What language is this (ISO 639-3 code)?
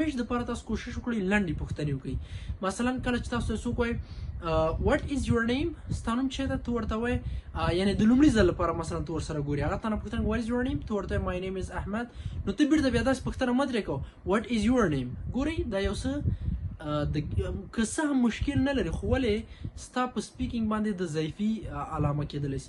pus